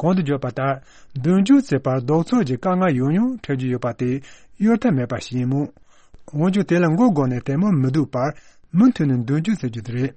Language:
Tibetan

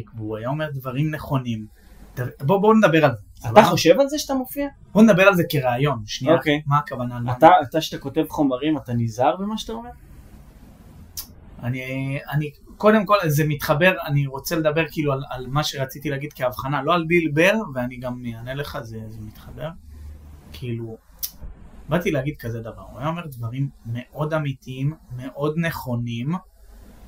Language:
Hebrew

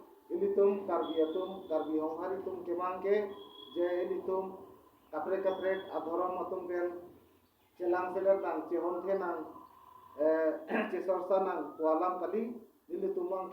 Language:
Karbi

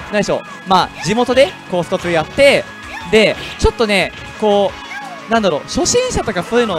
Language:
Japanese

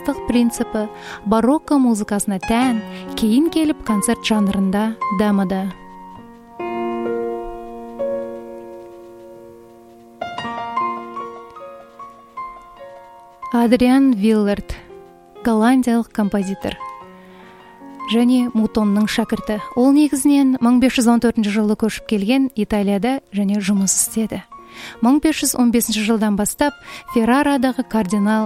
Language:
Kazakh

